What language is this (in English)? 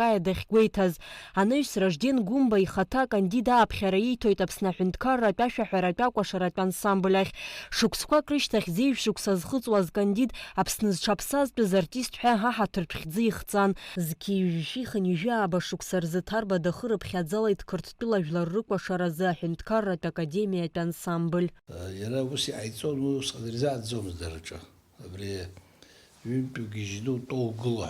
Abkhazian